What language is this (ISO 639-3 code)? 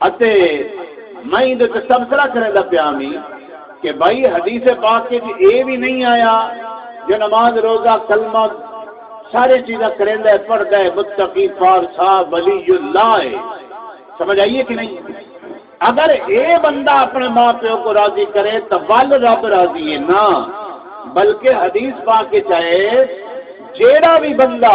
skr